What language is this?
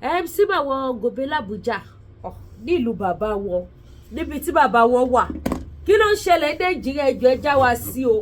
Yoruba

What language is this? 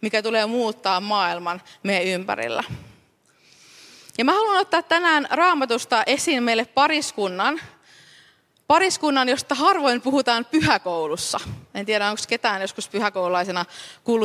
Finnish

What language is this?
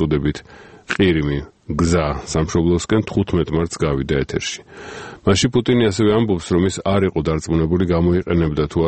Georgian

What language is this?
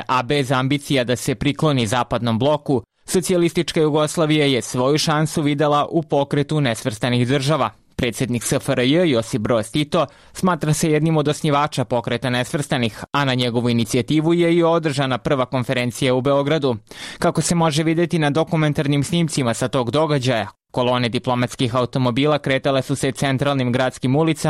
Serbian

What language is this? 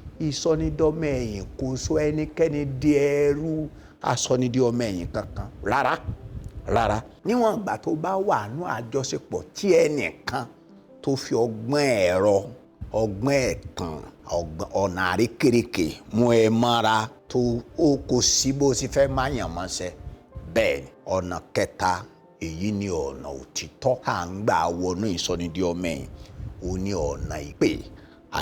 Yoruba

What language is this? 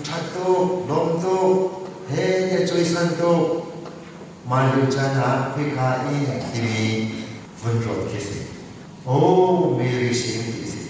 Hakha Chin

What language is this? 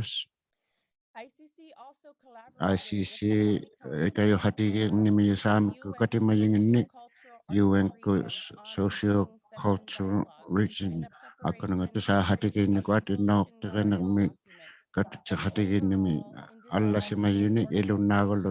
Inuktitut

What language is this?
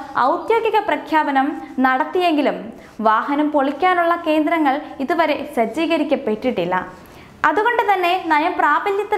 Malayalam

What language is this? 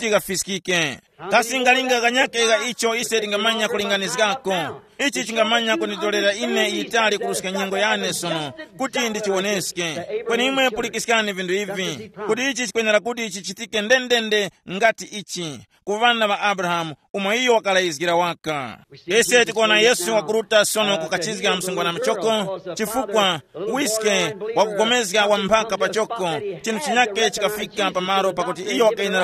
Tumbuka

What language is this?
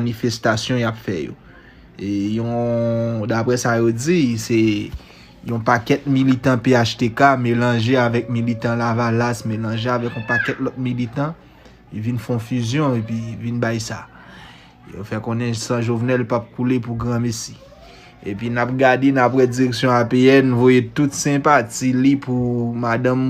Haitian Creole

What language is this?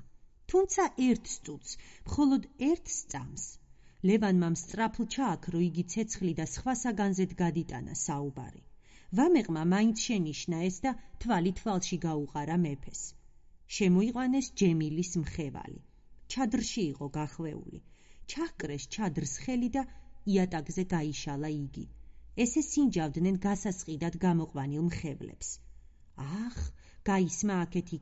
Georgian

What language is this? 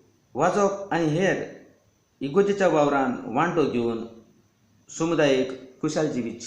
Konkani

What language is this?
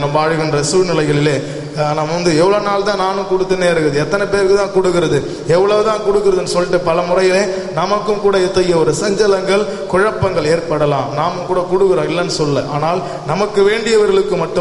Tamil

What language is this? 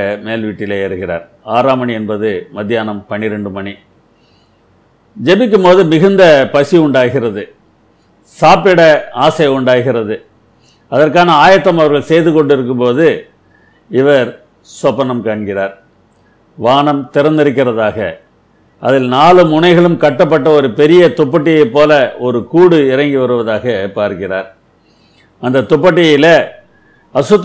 Tamil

